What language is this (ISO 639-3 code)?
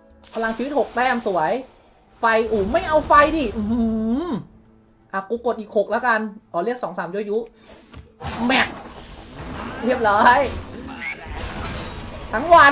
tha